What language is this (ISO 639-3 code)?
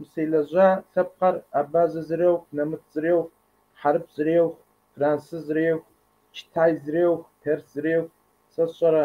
kbd